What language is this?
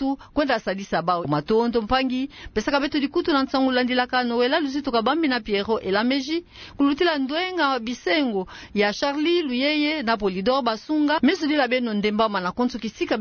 Kituba (Democratic Republic of Congo)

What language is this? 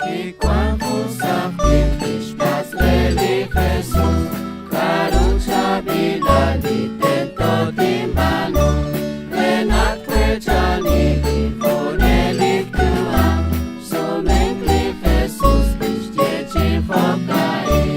Kekchí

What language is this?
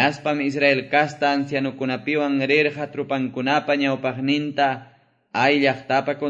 Quechua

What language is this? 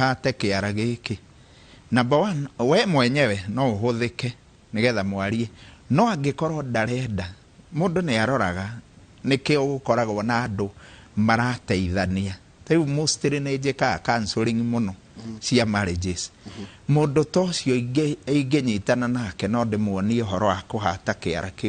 Kikuyu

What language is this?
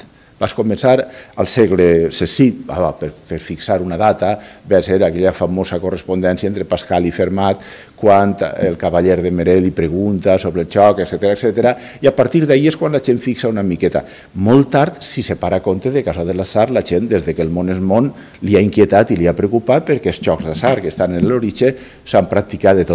Catalan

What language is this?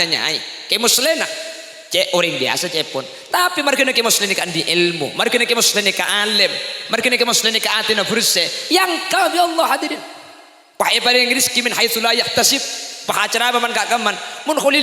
Madurese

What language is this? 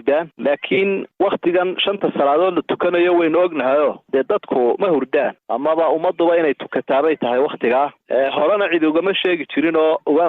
Somali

